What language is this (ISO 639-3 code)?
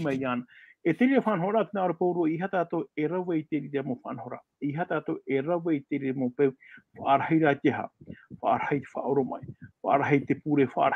tah